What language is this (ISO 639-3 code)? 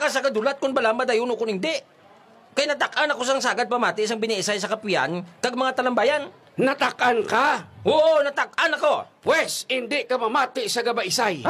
hil